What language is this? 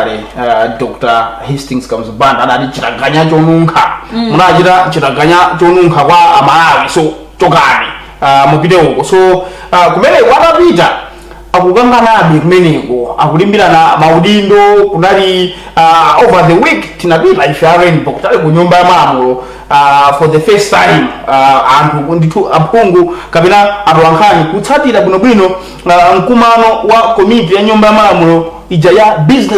Nyanja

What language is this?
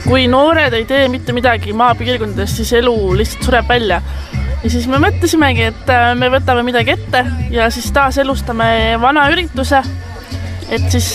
Estonian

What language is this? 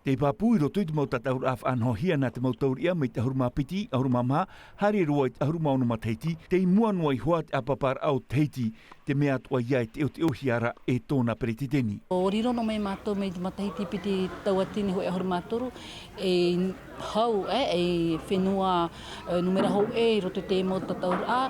Tahitian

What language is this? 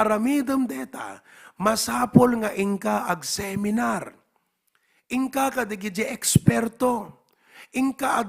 Iloko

